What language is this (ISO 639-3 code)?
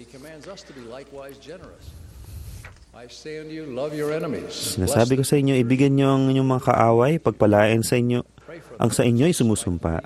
fil